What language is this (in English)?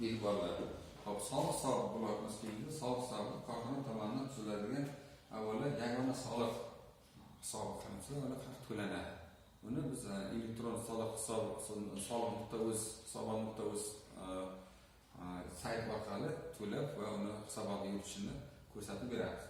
Uzbek